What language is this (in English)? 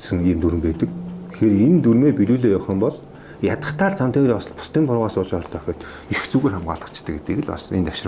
Mongolian